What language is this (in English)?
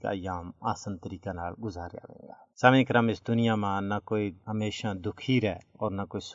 Gujari